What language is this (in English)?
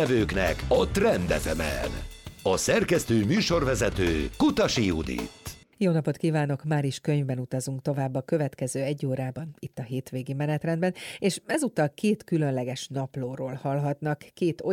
Hungarian